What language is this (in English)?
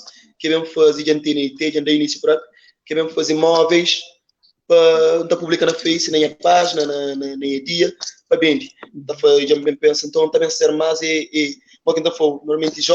Kabuverdianu